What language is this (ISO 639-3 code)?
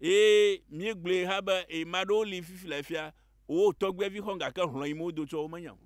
ewe